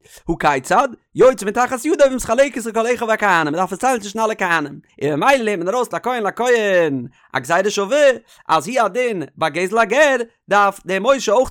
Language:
Yiddish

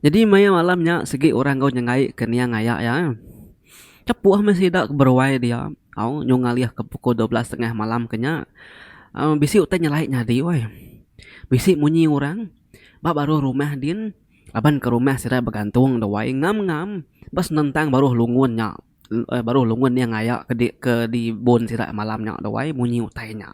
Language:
Iban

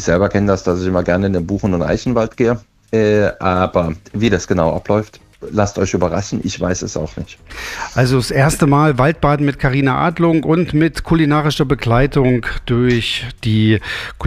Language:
German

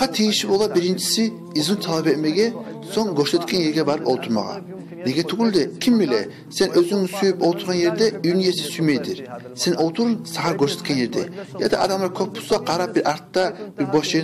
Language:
Kumyk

